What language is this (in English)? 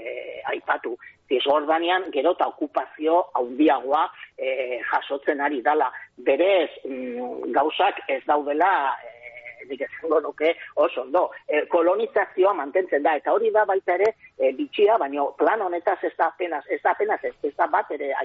Basque